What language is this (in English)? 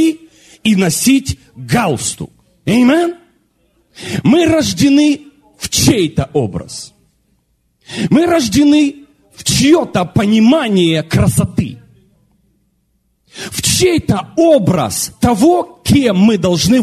Russian